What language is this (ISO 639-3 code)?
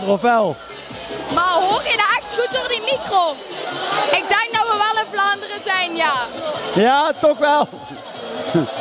nld